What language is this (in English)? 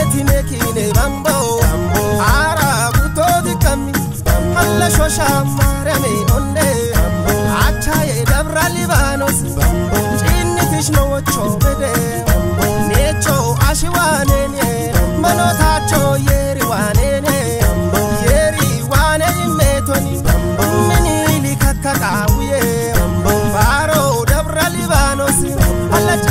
Kafa